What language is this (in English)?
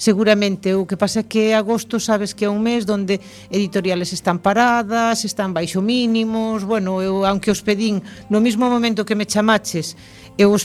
Galician